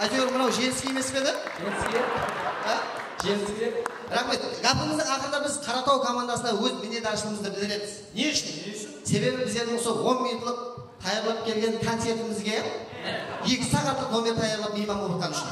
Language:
Kara-Kalpak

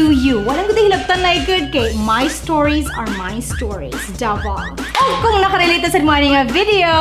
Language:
Cebuano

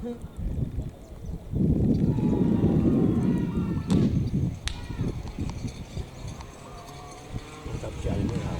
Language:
Madurese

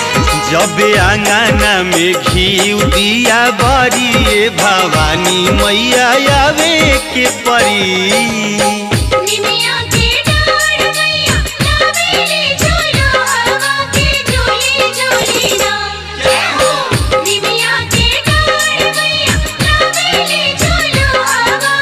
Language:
Bhojpuri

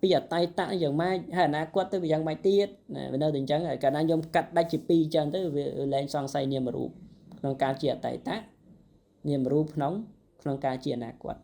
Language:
Khmer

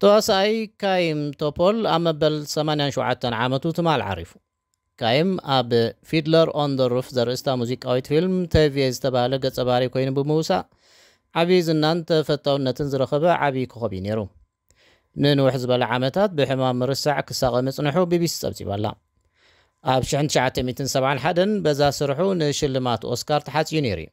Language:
Tigrinya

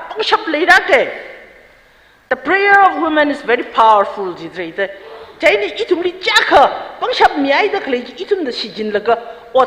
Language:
Tangkhul Naga (India)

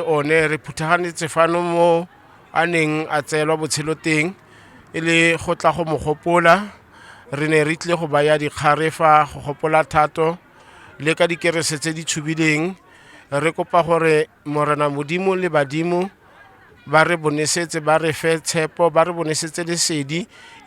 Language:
Tswana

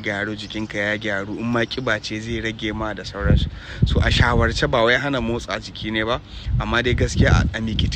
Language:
Hausa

